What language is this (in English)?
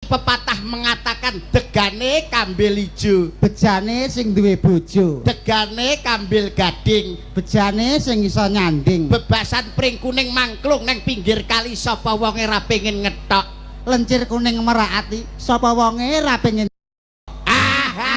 Javanese